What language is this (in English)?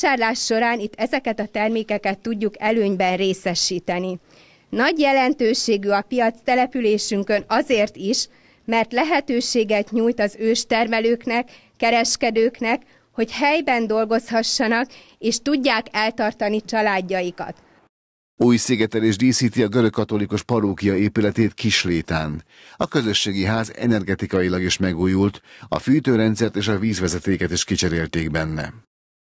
Hungarian